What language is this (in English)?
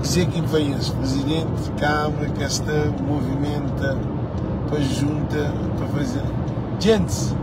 Kabuverdianu